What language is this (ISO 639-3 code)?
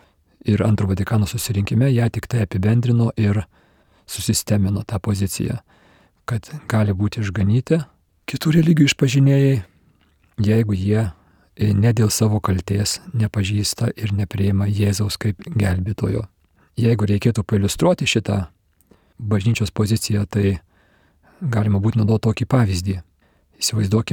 lit